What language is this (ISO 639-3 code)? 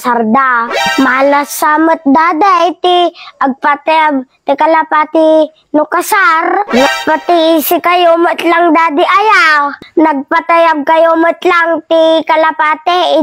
ilo